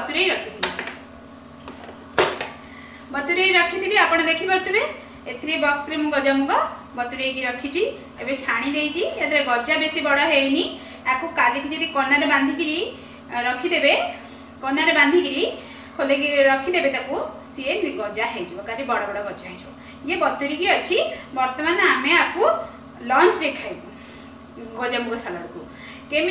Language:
Odia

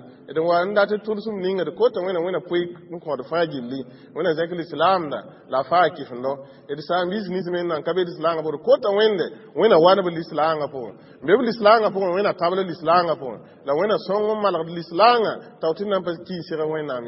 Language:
Mossi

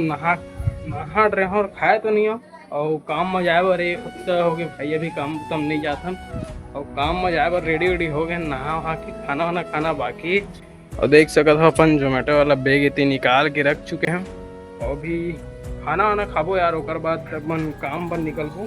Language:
Chhattisgarhi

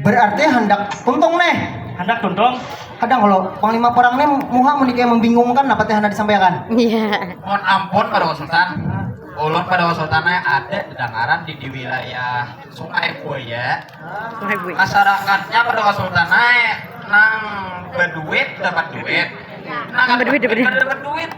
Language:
Banjar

